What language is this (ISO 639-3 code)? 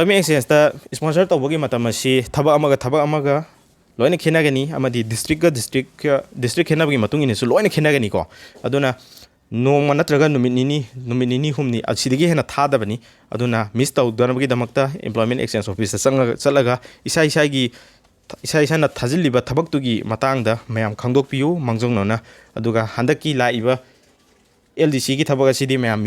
mni